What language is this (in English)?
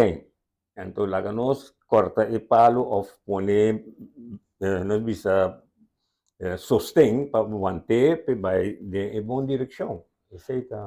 Papiamento